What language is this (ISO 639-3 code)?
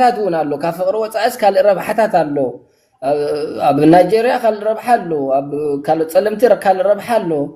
tir